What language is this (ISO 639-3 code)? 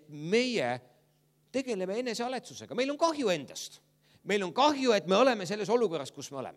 est